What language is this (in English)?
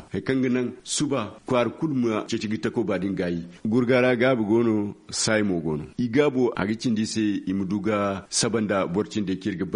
Zarma